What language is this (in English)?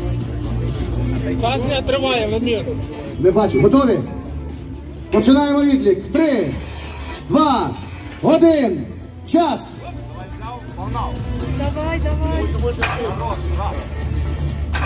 Ukrainian